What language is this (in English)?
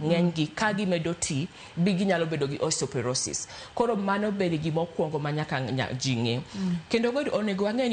Luo (Kenya and Tanzania)